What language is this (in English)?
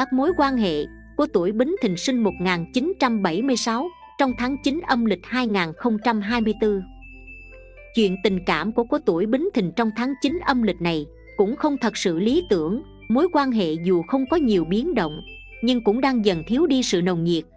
Vietnamese